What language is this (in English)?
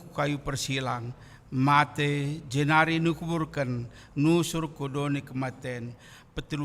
Batak Karo